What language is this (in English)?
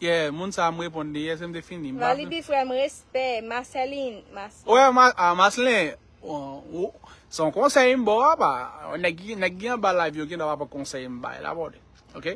Haitian Creole